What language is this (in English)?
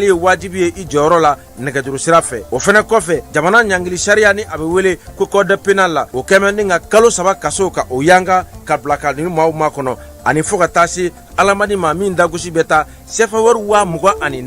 Bambara